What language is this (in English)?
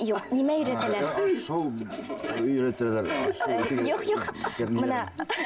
Bashkir